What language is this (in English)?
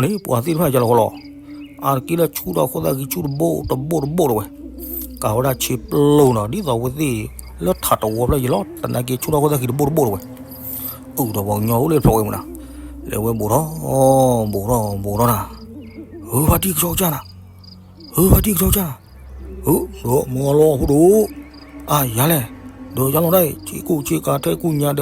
S'gaw Karen